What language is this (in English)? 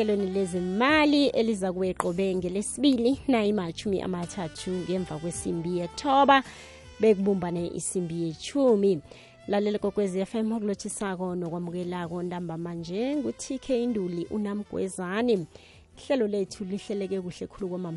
South Ndebele